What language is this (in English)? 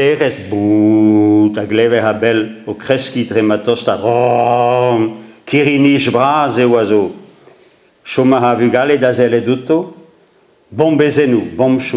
Breton